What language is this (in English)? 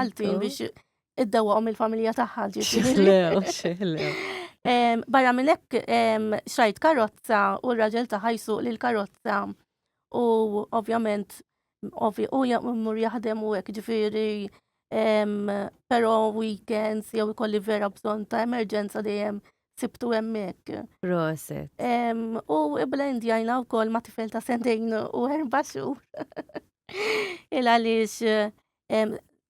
Maltese